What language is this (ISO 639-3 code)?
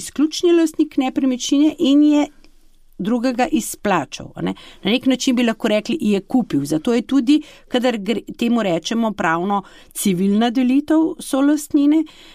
slv